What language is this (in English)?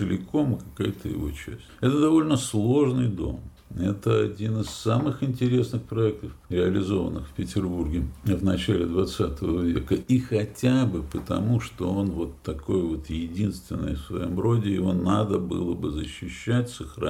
Russian